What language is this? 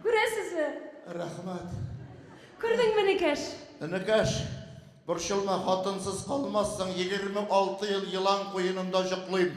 Tatar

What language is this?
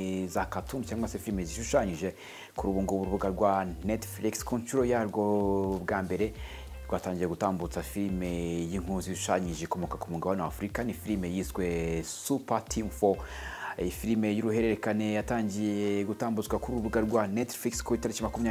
Kinyarwanda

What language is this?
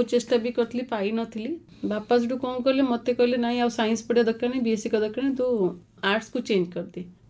Odia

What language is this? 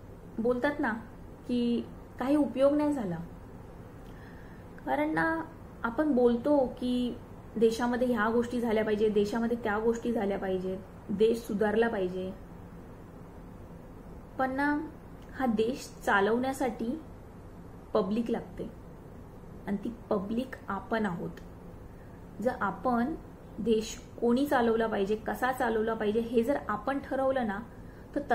Marathi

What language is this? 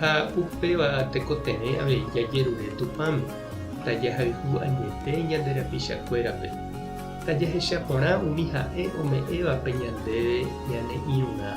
Guarani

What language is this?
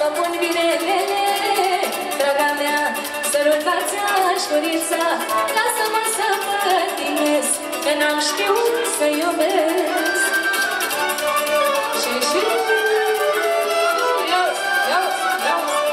Romanian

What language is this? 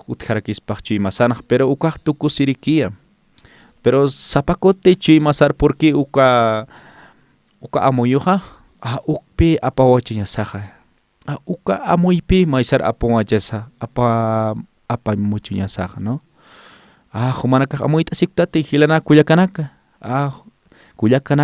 Aymara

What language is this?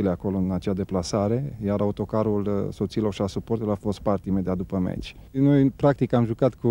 Romanian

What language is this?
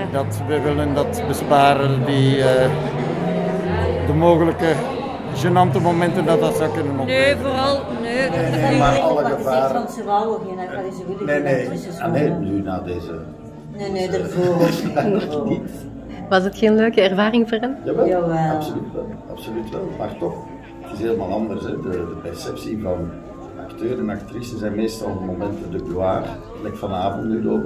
Dutch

